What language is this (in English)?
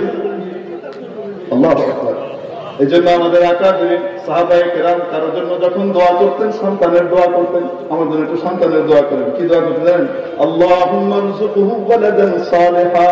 Bangla